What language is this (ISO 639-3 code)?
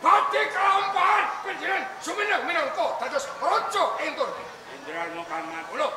jav